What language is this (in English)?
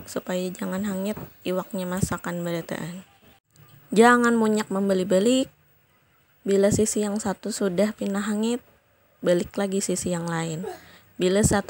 Banjar